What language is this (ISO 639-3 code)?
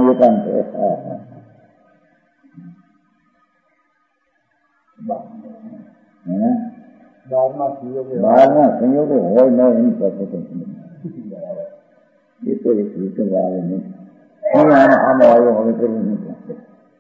guj